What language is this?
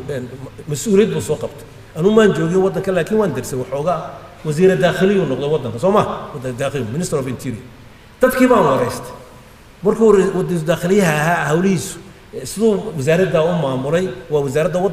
Somali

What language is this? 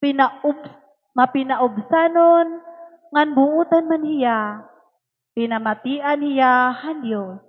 Waray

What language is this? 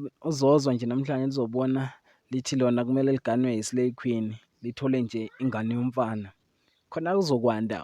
Zulu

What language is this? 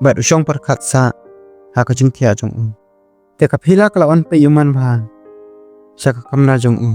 Khasi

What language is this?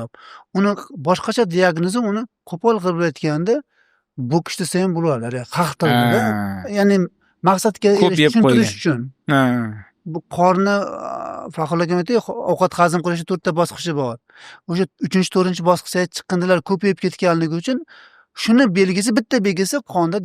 Uzbek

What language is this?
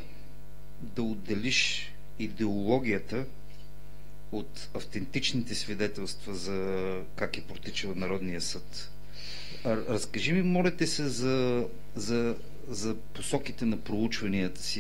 Bulgarian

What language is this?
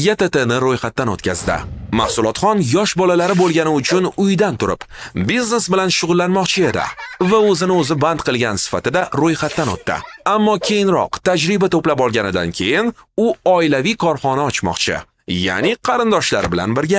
Uzbek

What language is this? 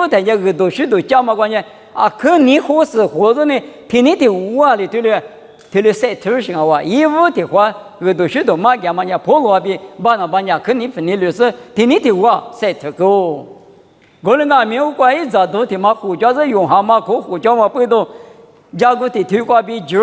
Lisu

